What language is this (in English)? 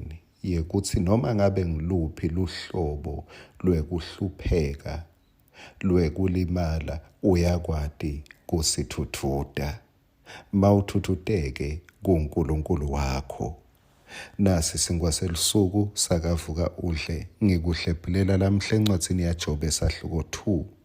Swati